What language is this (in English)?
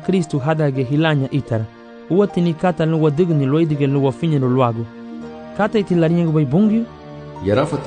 Garifuna